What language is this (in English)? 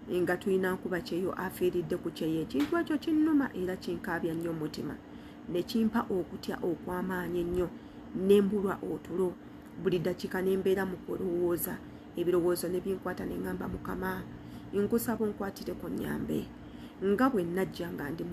Ganda